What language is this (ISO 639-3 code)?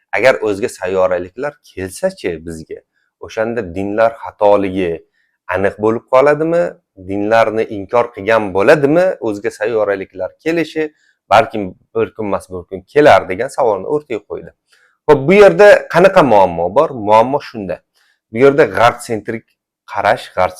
uzb